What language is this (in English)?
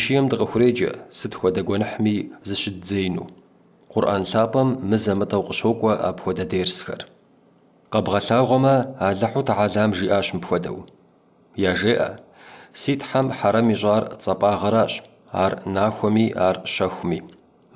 Kabardian